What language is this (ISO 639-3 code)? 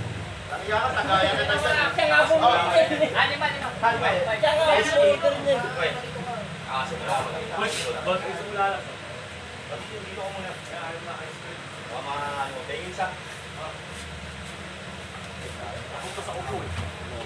fil